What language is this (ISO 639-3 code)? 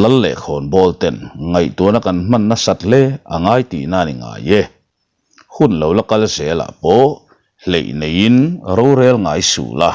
lus